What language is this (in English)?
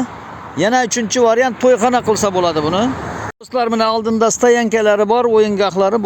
Uzbek